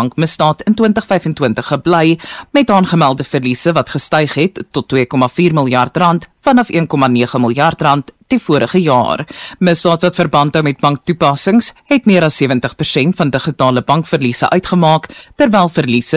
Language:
Afrikaans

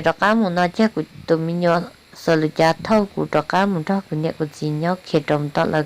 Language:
Hmong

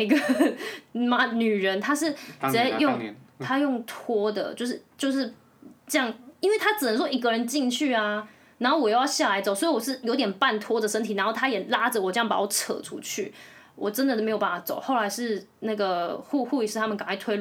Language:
Chinese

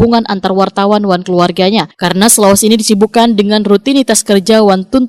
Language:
Banjar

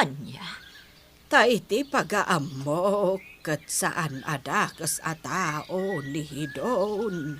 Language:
Iloko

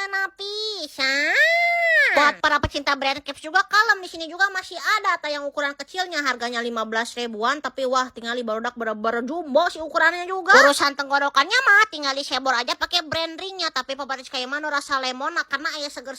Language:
Sundanese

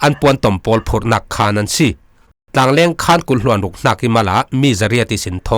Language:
Falam Chin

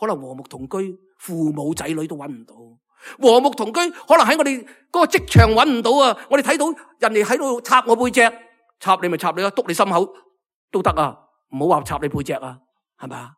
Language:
Cantonese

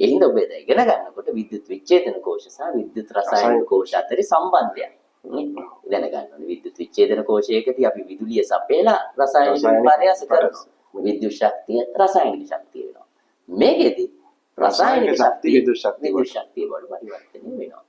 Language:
Sinhala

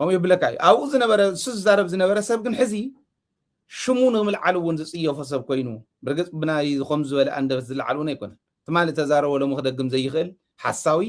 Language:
Tigrinya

